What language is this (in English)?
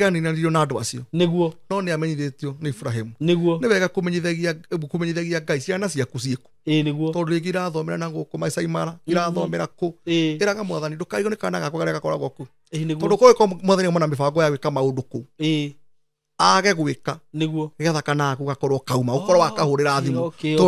Kikuyu